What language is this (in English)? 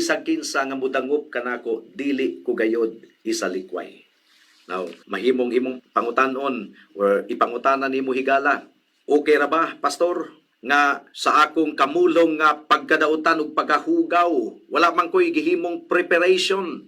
Cebuano